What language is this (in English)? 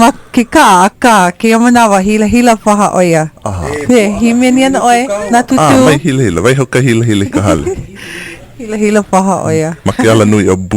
Hawaiian